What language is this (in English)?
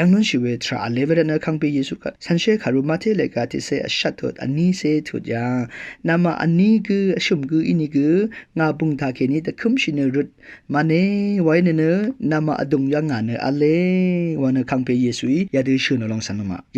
Rawang